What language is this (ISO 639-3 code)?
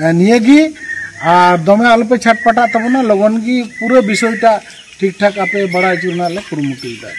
sat